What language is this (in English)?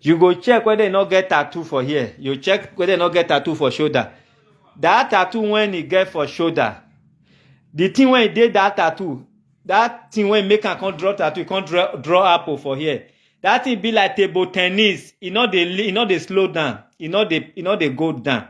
Nigerian Pidgin